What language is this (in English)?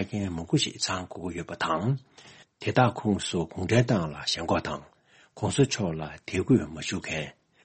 Tibetan